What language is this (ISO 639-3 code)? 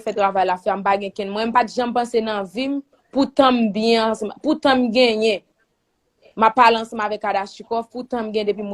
hat